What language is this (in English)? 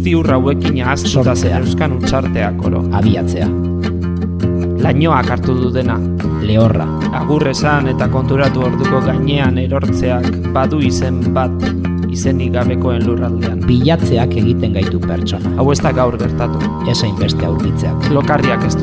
Basque